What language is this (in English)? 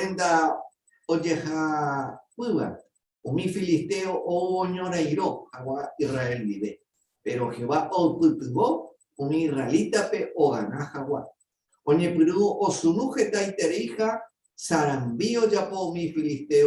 Guarani